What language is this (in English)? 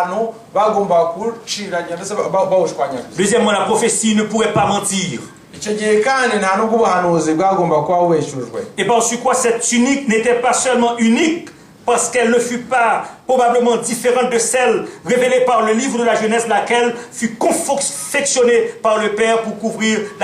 Kinyarwanda